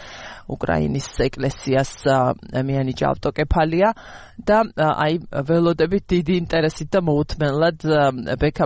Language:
Georgian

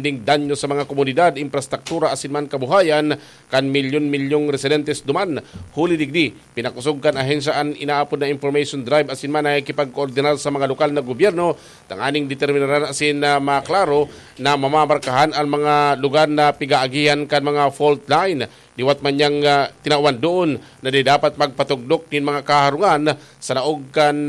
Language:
Bikol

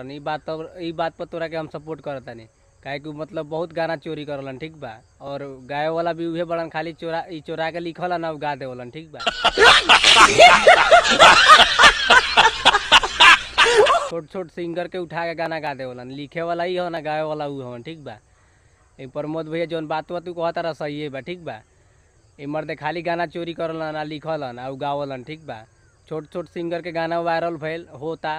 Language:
Bhojpuri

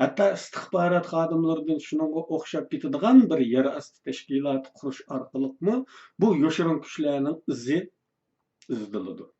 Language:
Uyghur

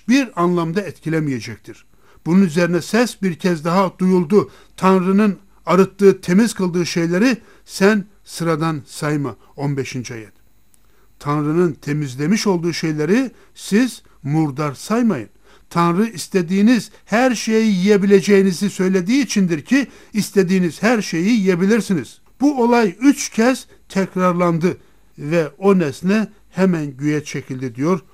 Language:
Turkish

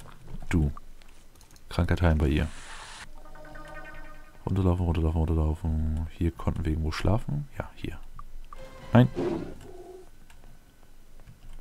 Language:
German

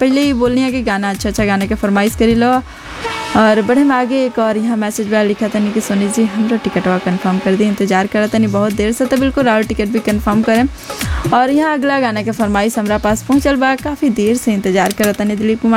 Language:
Bhojpuri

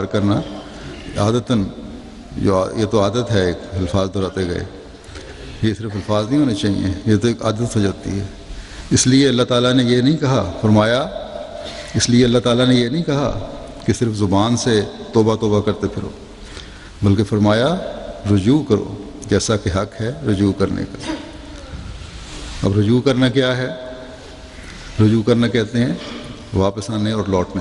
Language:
Urdu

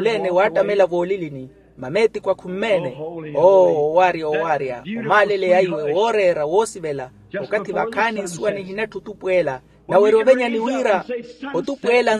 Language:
Makhuwa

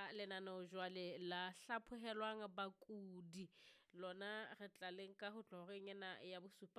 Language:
Southern Sotho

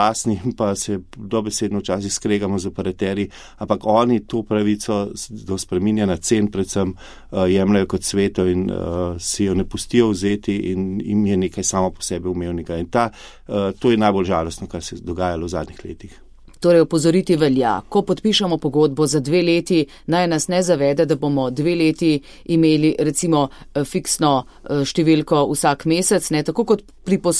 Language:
Slovenian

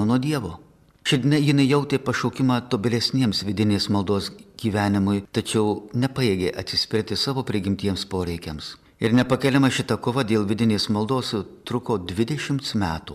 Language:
Lithuanian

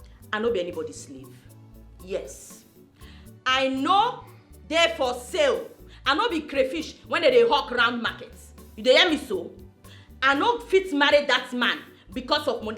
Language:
Nigerian Pidgin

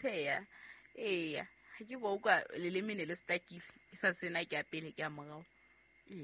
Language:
Southern Sotho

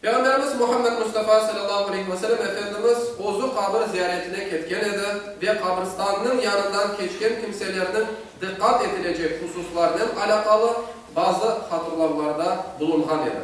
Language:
Crimean Tatar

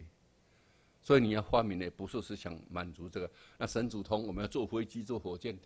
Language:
Chinese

